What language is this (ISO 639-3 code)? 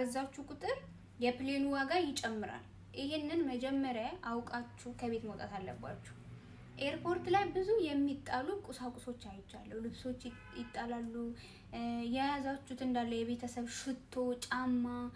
amh